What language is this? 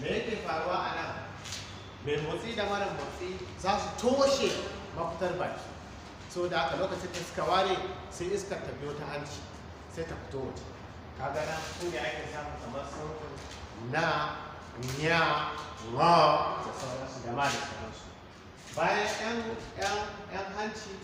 Hausa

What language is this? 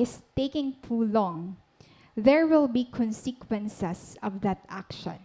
Waray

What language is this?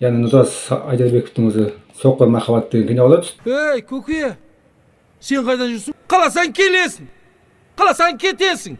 Kazakh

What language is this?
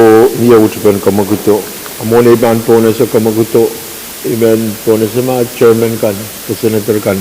Pohnpeian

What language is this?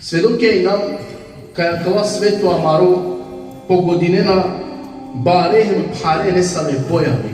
Balkan Romani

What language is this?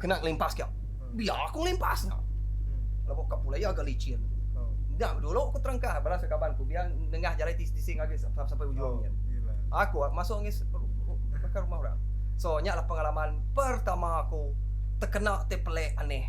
Iban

